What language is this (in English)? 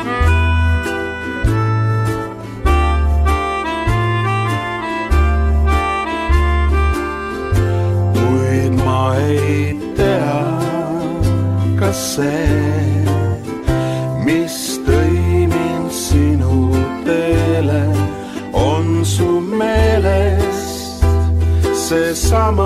Estonian